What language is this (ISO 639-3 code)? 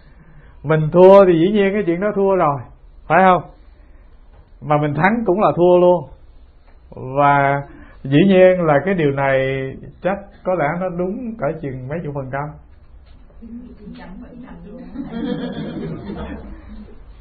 vie